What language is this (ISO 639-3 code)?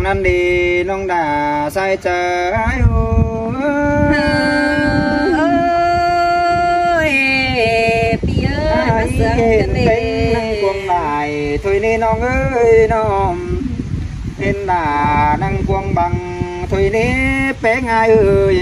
vie